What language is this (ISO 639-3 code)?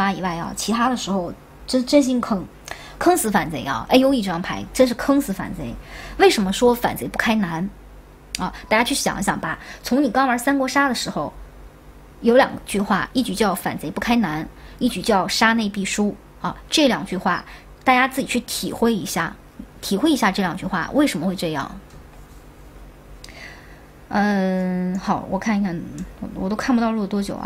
zho